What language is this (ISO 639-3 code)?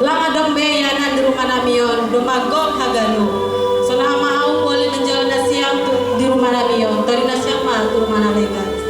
bts